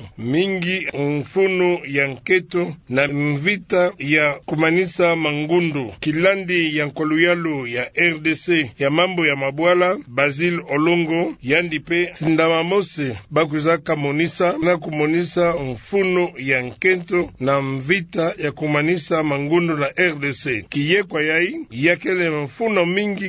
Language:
Kituba (Democratic Republic of Congo)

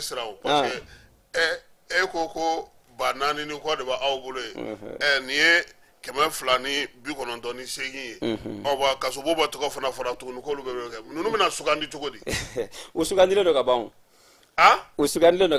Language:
Bambara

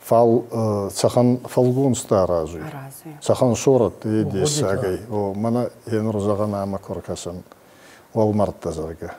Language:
Ossetic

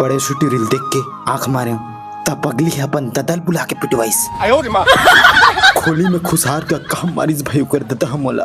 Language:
Chhattisgarhi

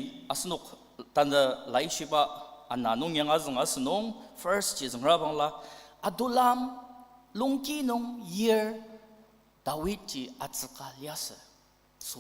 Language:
Ao Naga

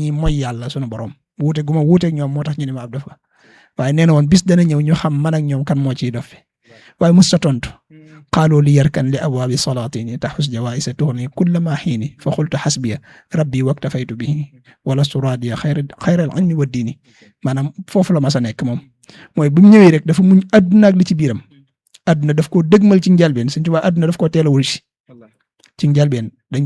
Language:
Wolof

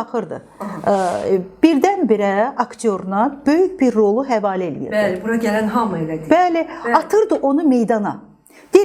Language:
Azerbaijani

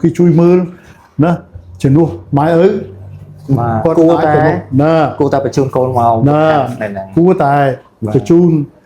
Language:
Khmer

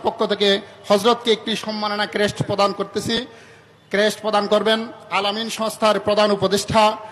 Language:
Bangla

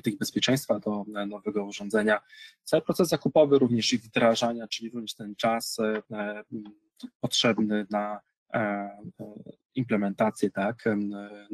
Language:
Polish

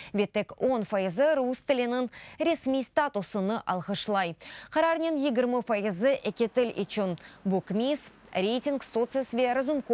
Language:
Crimean Tatar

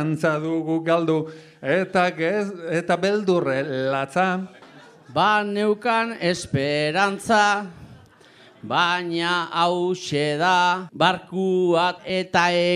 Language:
Basque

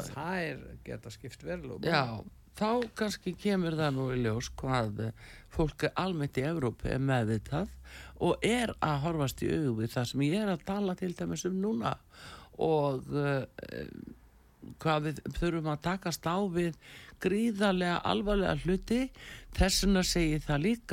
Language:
Icelandic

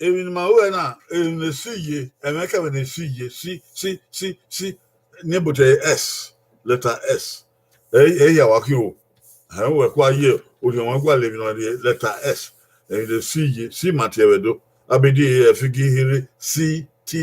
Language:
Bini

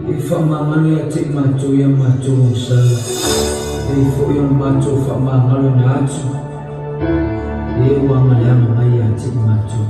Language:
Samoan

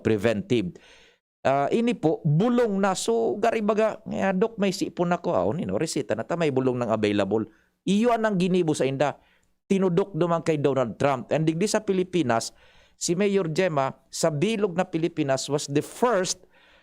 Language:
Bikol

